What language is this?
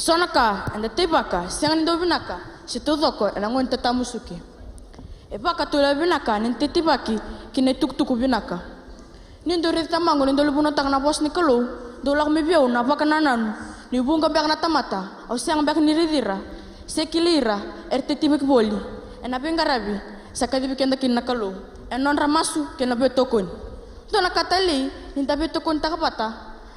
Fijian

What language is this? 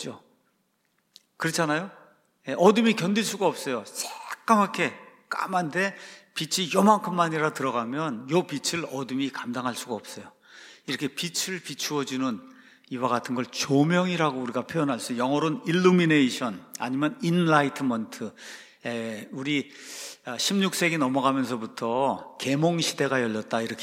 Korean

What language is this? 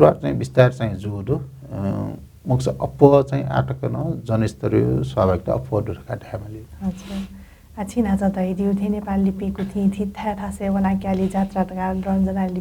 Newari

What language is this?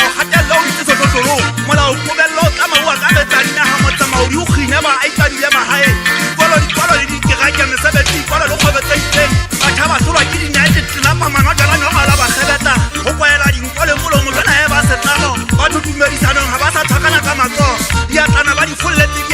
Southern Sotho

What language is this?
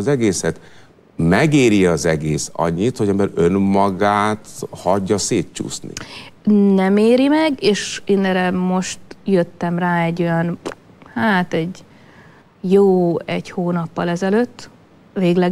Hungarian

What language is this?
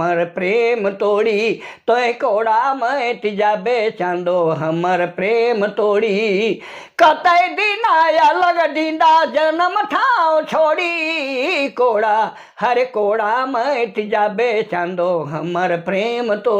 Sadri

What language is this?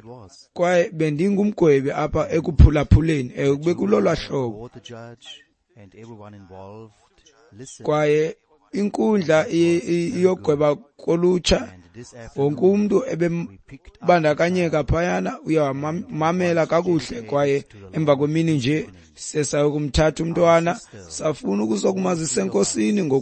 Xhosa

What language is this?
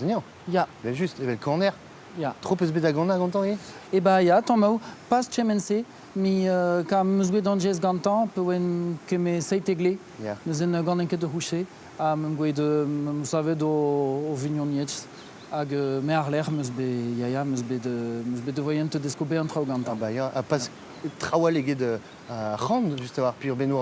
Breton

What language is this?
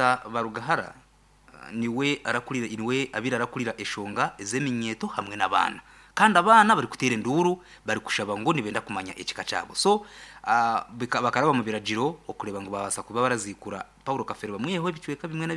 Nyankole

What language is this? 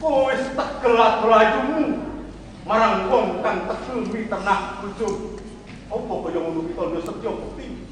Javanese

